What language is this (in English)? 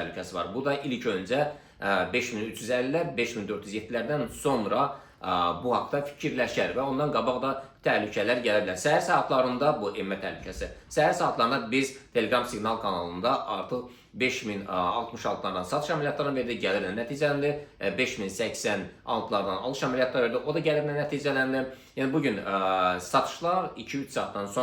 Azerbaijani